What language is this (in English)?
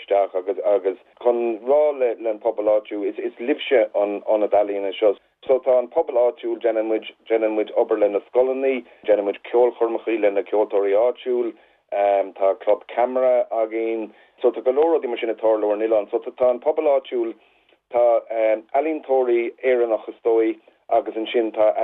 Irish